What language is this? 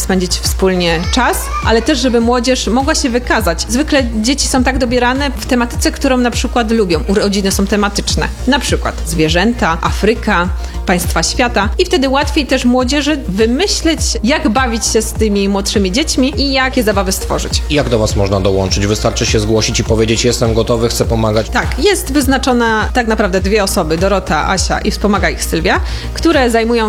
Polish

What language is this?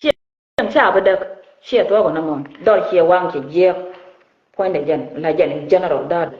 Nuer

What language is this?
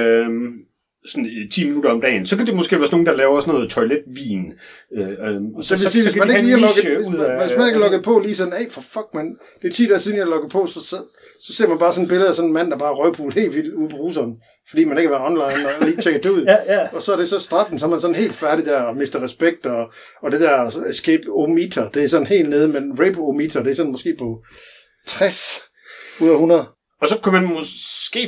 Danish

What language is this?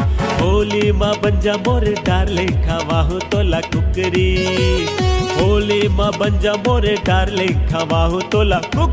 Chhattisgarhi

